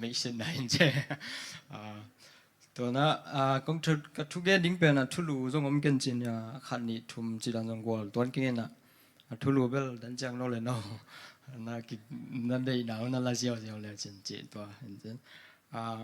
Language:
Tedim Chin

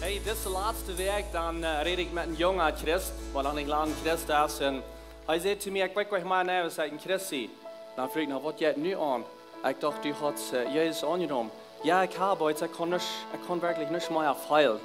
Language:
Plautdietsch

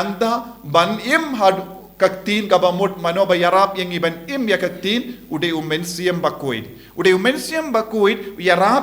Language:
Khasi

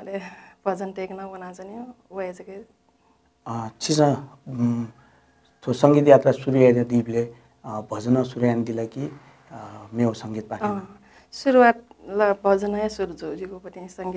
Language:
Newari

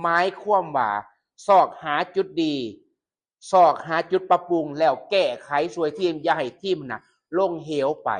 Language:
Lao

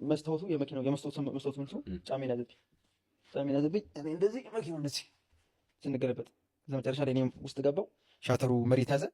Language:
Amharic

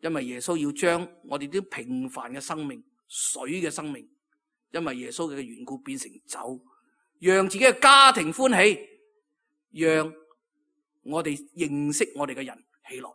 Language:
Cantonese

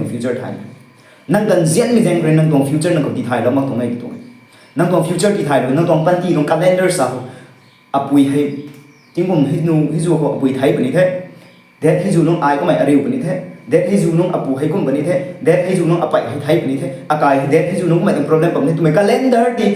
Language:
Rongmei Naga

